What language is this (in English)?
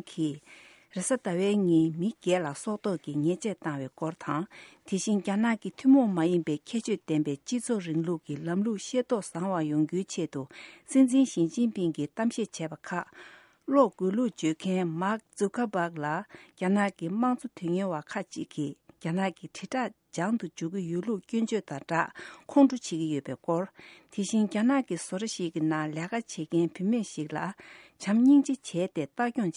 Tibetan